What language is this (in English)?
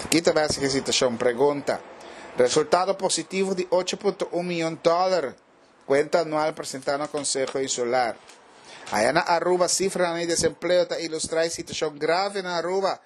Papiamento